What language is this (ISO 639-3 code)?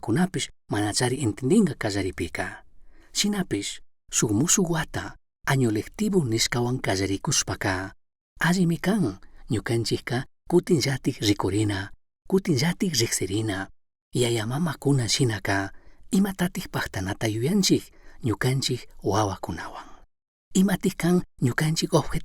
qug